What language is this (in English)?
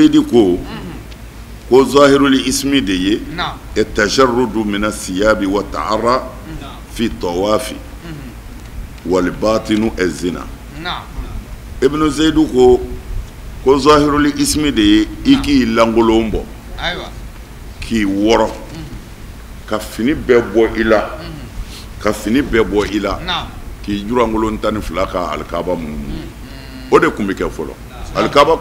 Bambara